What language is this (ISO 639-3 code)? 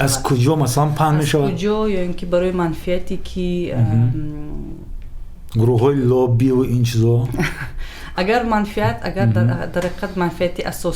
tgk